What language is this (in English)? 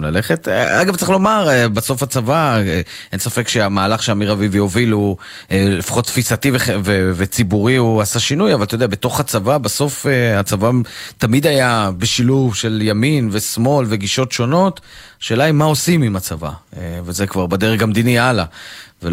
Hebrew